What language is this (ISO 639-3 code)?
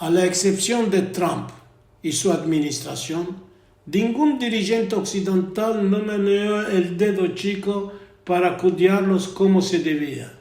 lad